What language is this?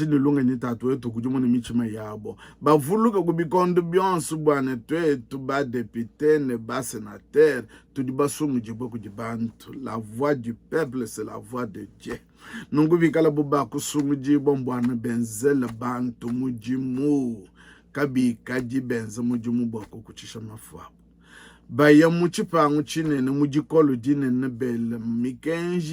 Luba-Lulua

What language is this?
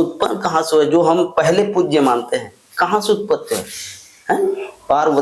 Chhattisgarhi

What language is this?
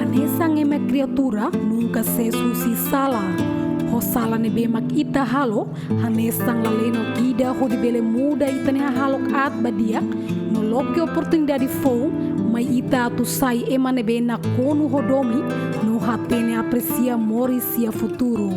Tetum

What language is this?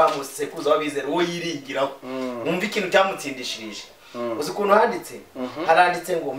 Kinyarwanda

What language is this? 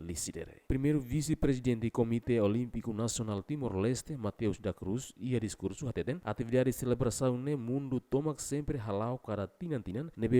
Tetum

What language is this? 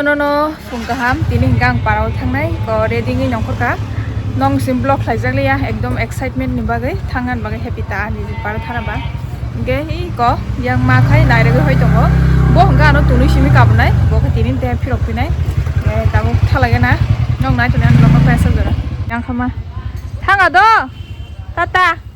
Kok Borok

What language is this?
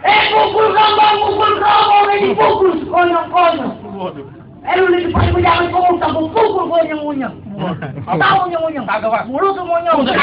Betawi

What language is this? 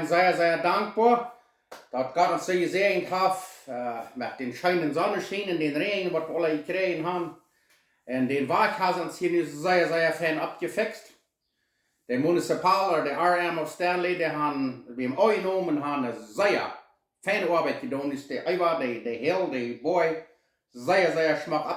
Plautdietsch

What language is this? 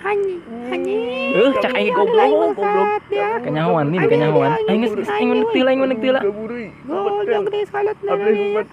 Sundanese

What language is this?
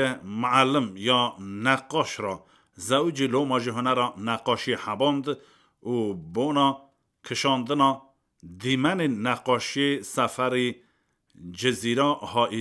Kurdish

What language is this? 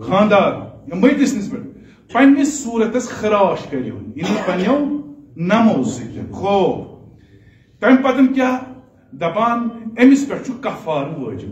Kashmiri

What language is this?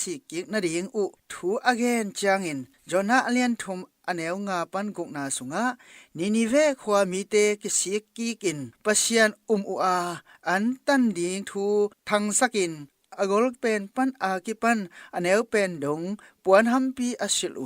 Tedim Chin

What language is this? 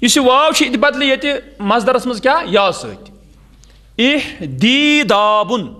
Kashmiri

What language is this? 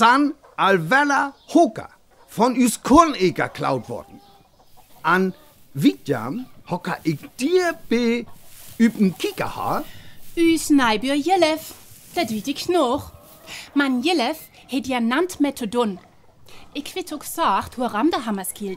Northern Frisian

